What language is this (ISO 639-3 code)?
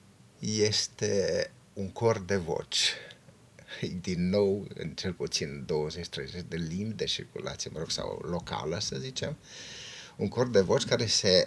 ron